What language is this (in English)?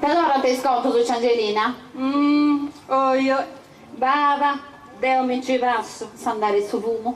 Sardinian